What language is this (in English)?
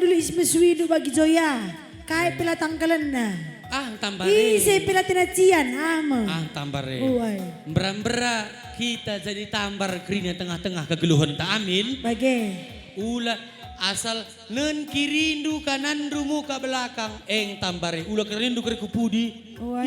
Batak Karo